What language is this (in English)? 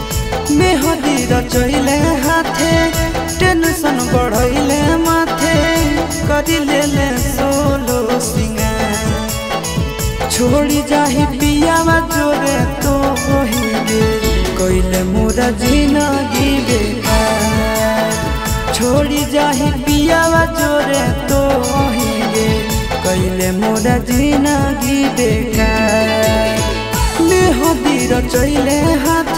Magahi